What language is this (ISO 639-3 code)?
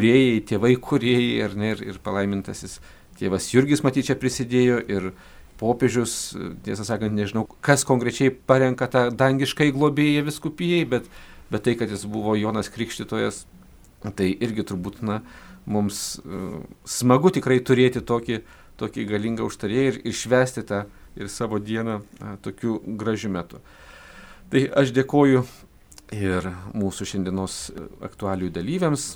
lit